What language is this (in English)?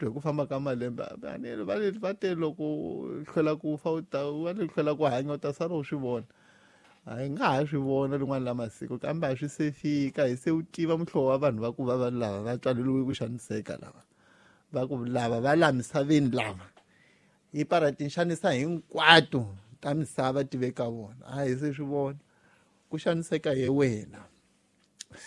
Tsonga